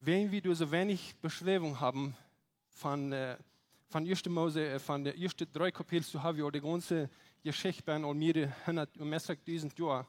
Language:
Plautdietsch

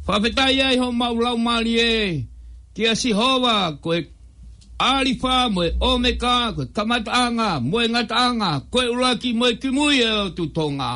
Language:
Tongan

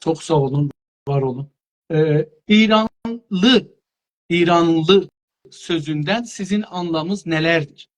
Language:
South Azerbaijani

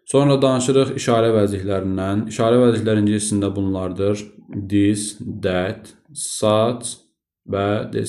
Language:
Azerbaijani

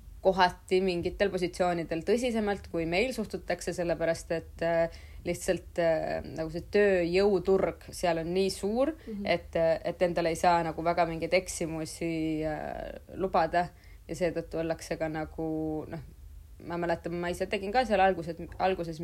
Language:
Estonian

